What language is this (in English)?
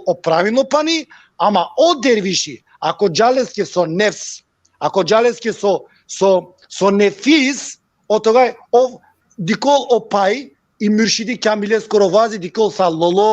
Balkan Romani